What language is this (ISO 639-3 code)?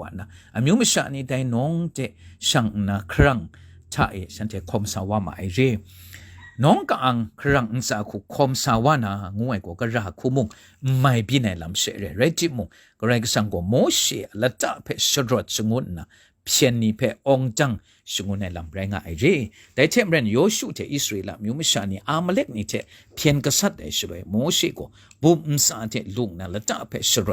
kac